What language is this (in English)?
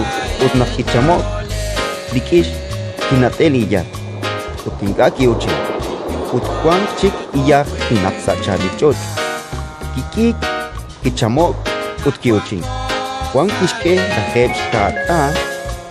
Kekchí